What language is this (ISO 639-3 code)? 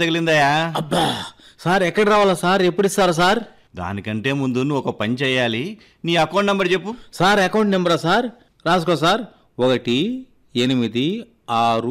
tel